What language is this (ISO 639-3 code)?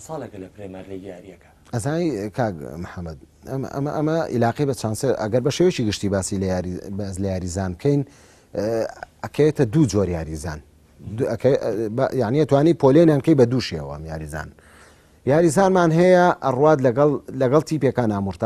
ckb